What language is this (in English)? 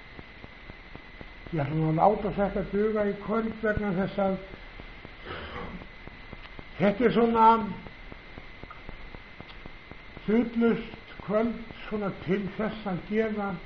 Icelandic